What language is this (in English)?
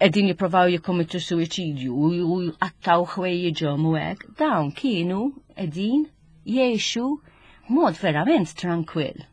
Maltese